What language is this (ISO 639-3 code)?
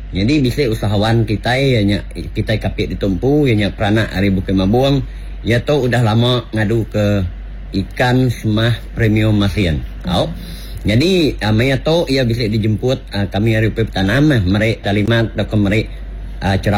iba